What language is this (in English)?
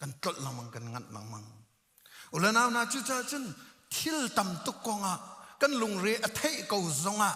Hakha Chin